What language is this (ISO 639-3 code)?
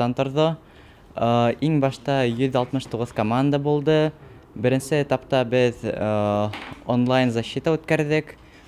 bak